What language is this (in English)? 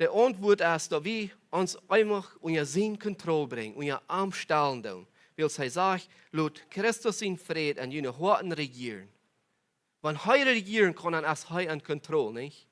Plautdietsch